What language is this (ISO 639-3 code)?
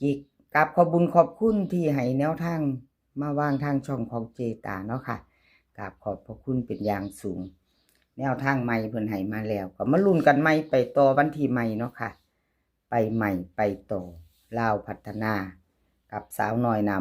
tts